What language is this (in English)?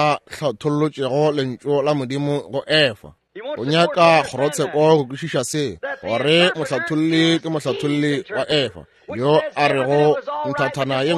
Northern Sotho